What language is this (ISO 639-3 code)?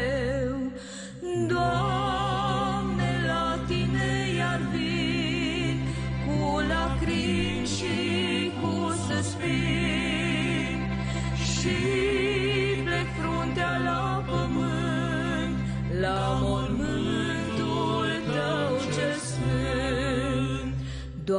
ron